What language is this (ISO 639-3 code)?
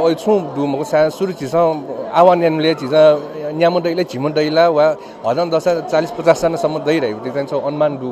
new